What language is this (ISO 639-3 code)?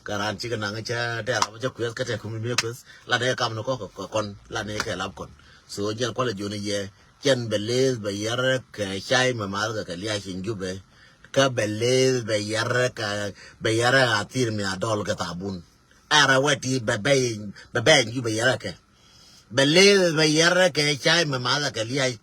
nus